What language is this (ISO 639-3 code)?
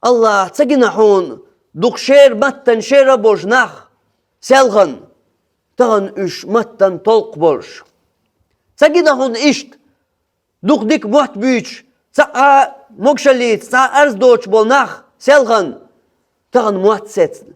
che